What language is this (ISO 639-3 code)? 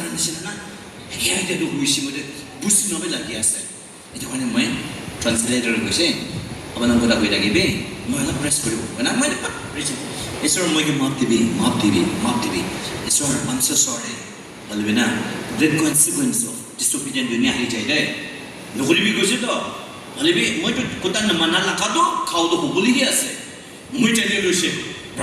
nag